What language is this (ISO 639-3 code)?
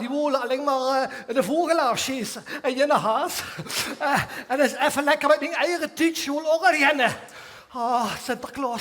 lim